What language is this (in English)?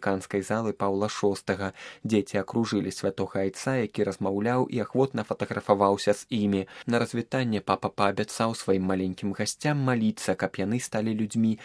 Belarusian